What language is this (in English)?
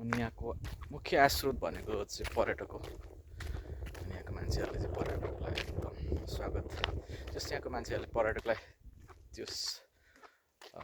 Nepali